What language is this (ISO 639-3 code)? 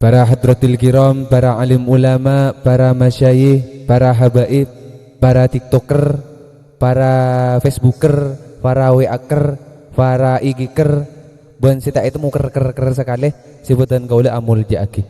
mad